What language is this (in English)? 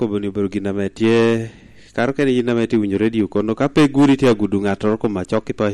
Lango (Uganda)